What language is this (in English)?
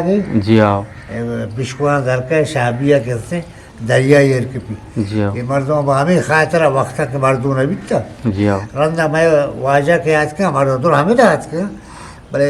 Eastern Balochi